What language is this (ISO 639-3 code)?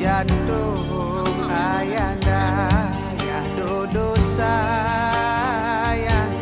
ace